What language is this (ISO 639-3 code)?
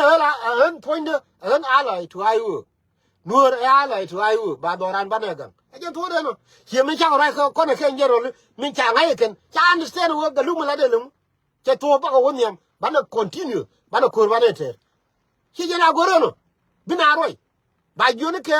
nus